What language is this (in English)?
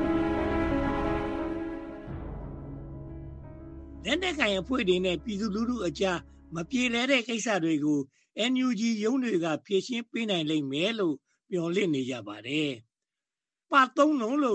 Burmese